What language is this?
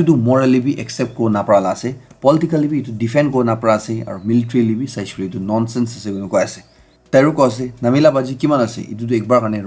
Naga Pidgin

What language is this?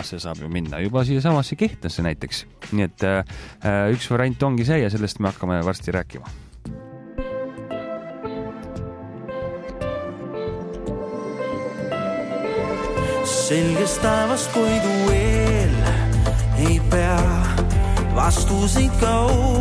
Estonian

